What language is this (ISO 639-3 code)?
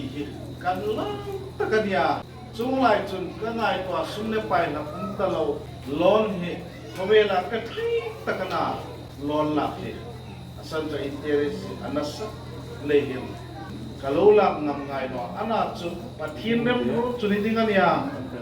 hmr